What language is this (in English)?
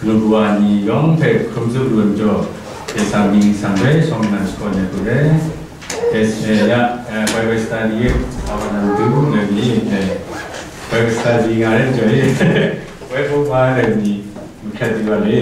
Kachin